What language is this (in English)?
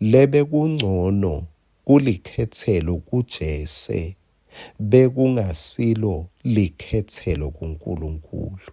Swati